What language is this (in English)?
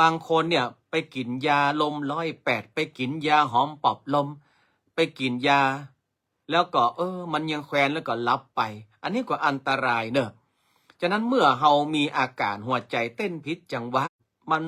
Northern Thai